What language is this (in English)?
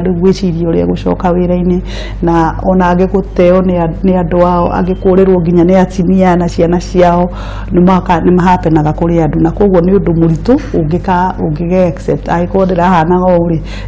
Kikuyu